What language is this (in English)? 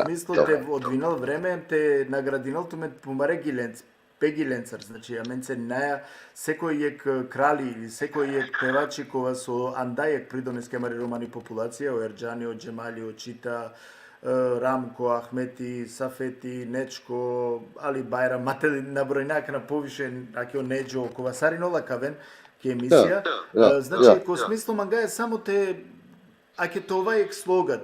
Balkan Romani